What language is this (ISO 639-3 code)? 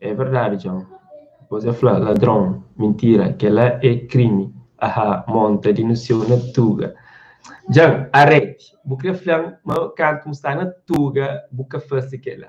kea